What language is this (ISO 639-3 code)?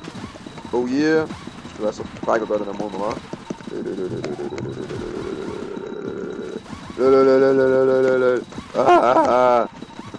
dan